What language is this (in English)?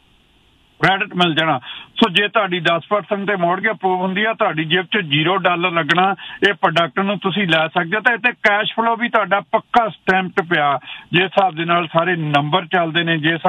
Punjabi